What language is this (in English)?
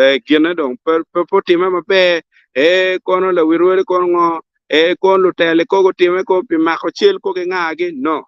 Acoli